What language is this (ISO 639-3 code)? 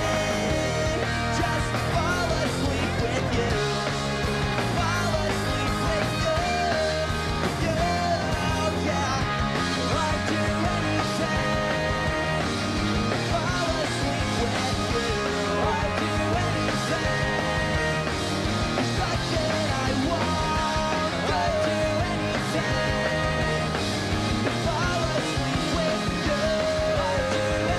eng